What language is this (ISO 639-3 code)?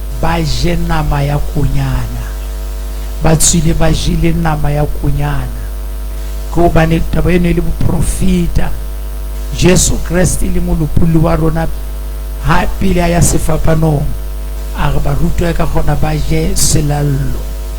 sot